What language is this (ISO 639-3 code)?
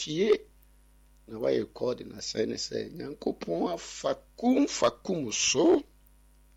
aka